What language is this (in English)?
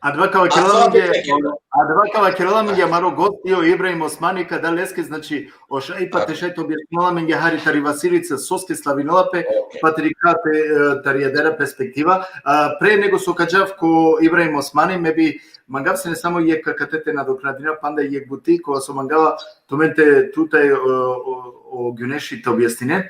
Balkan Romani